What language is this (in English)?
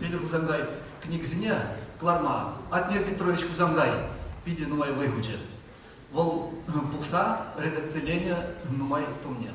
Chuvash